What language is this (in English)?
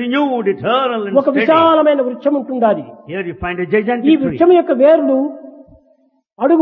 Telugu